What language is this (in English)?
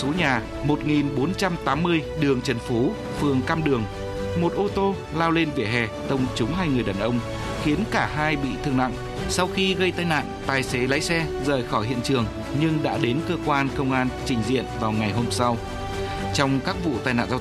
Vietnamese